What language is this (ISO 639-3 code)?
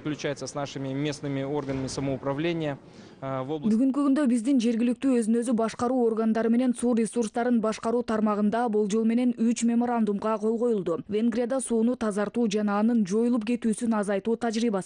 kir